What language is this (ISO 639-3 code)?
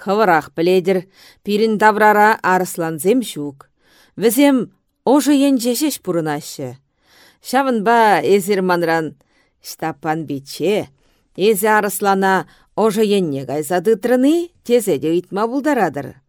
chv